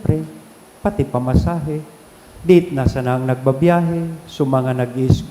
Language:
Bikol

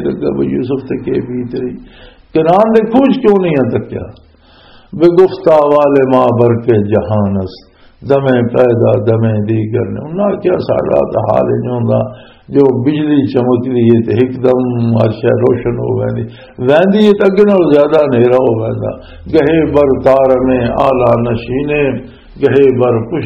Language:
Western Panjabi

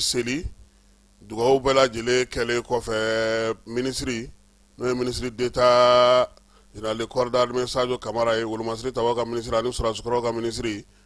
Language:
Bambara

